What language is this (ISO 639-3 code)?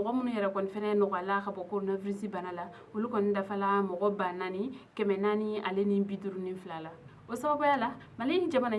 bam